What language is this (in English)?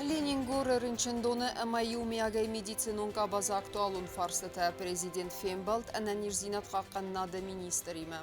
Ossetic